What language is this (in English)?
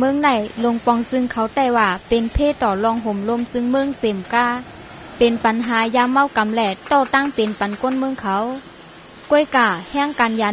Shan